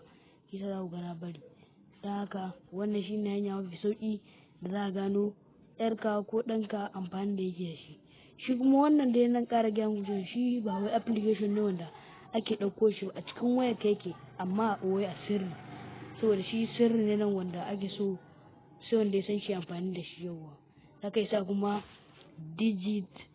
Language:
Hausa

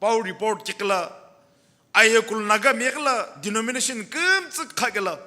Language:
Sumi Naga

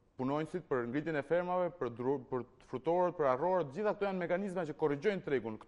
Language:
Albanian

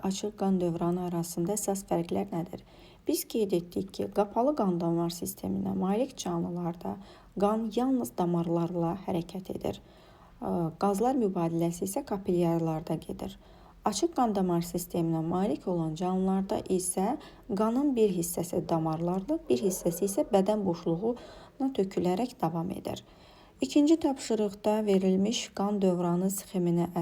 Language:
Azerbaijani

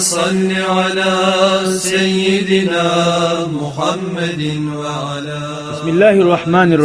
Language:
Kumyk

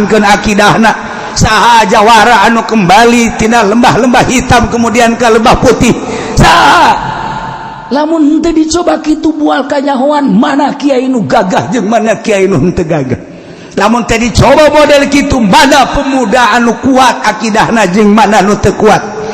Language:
Sundanese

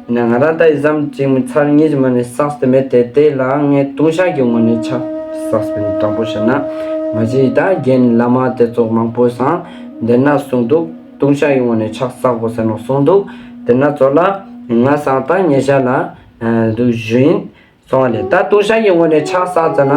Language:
Ladakhi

